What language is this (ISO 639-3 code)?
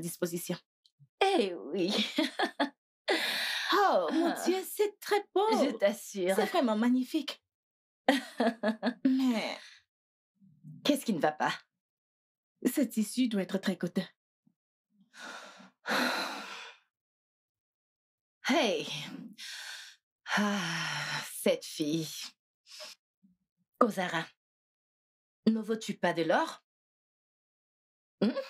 fra